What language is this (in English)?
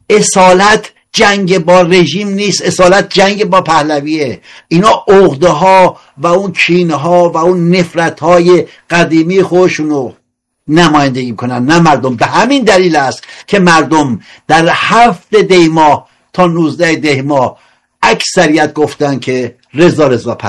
Persian